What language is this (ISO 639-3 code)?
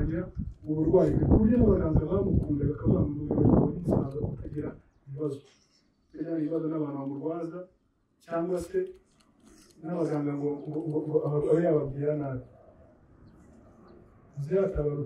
kin